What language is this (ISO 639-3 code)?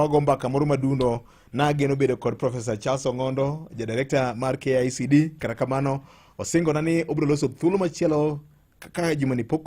luo